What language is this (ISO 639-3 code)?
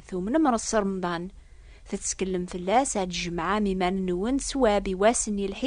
kab